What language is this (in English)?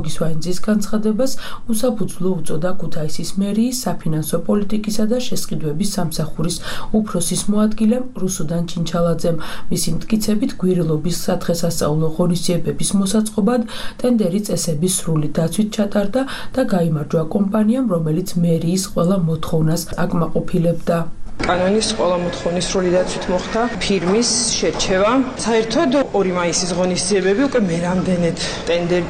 Georgian